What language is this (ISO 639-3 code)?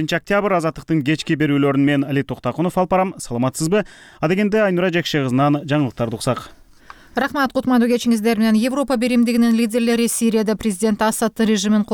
kir